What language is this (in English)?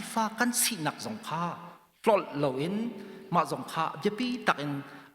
Hakha Chin